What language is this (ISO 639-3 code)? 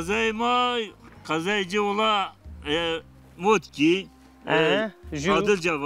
zza